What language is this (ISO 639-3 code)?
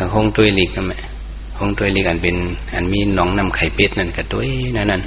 shn